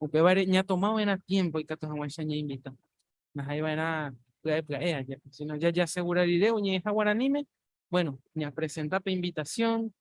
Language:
Guarani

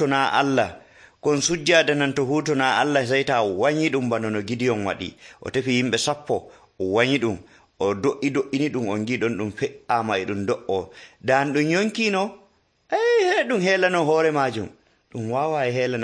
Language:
Nigerian Fulfulde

